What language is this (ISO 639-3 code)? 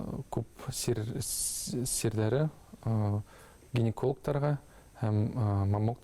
bak